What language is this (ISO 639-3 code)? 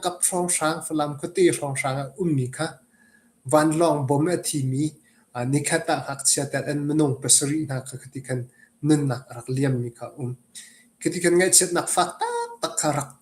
cnh